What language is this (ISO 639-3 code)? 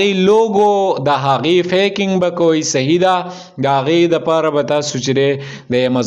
pus